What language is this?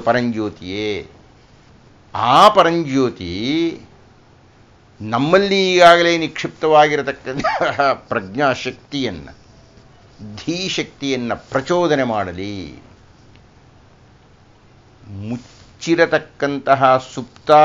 Kannada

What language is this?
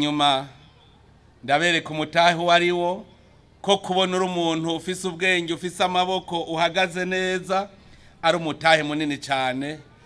Rundi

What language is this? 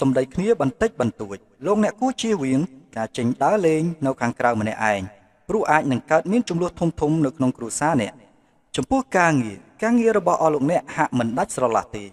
Khmer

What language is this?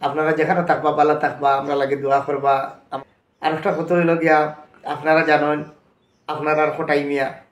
Sylheti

